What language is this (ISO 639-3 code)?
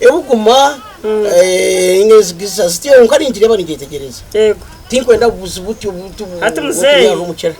nyn